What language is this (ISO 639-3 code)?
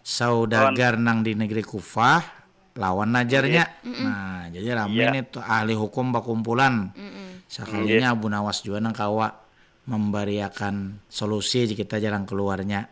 bjn